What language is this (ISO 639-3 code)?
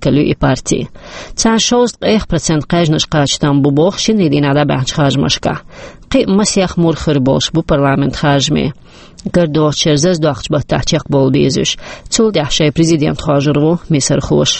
che